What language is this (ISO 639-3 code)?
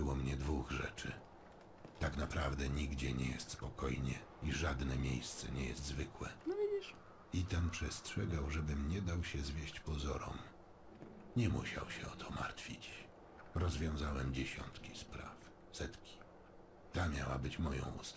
pol